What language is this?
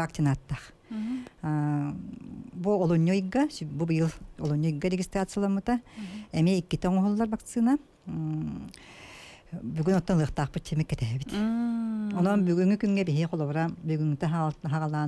Yakut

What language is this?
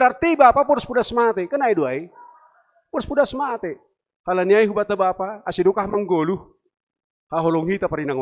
Batak Simalungun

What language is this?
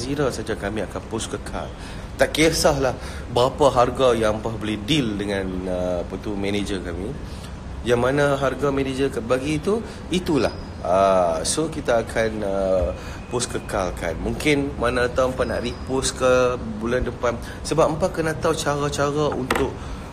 Malay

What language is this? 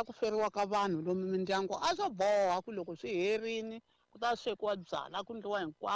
Tsonga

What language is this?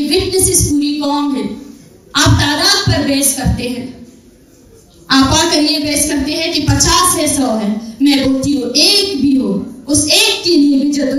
Urdu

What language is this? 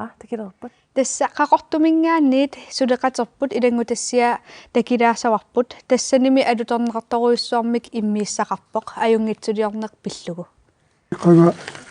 Kalaallisut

